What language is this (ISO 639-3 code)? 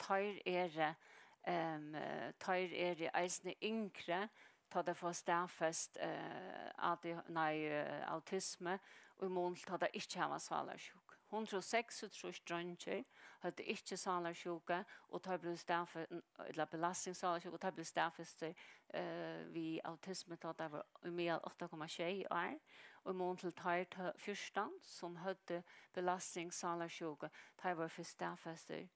fao